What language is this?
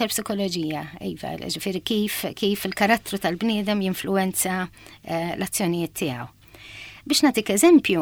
Maltese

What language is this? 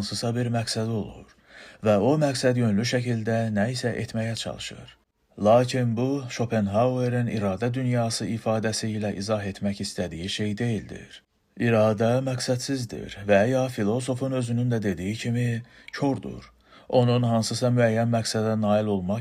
Azerbaijani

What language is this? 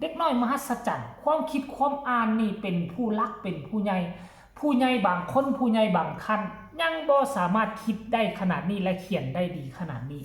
Lao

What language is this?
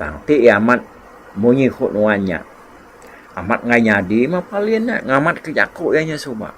Iban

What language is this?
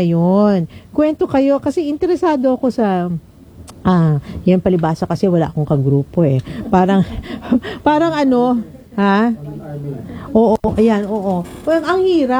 Filipino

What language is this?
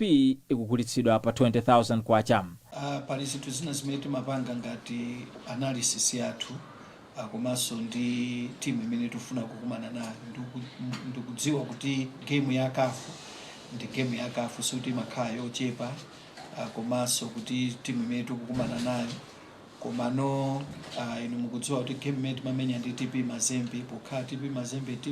Nyanja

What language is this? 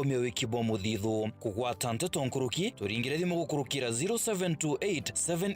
Meru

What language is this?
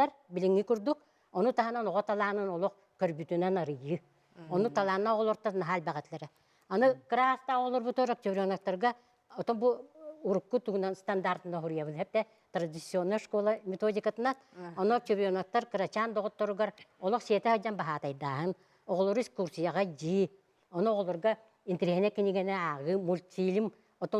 Yakut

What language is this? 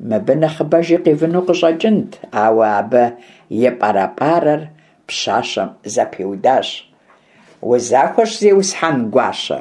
Kabardian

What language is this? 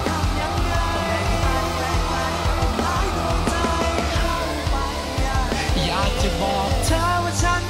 Thai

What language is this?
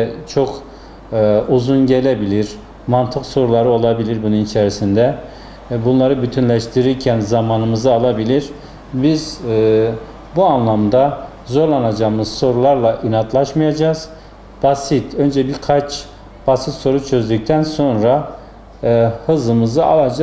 Turkish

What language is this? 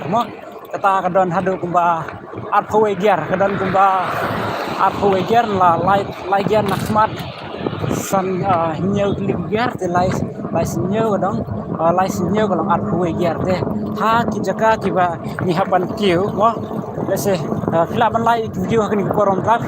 Khasi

